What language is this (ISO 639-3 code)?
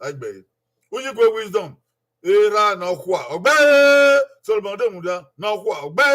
bin